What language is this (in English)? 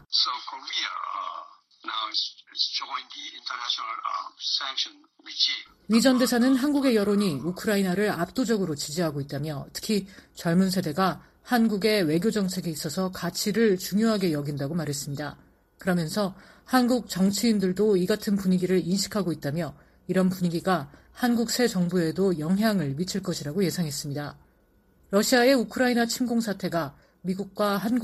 Korean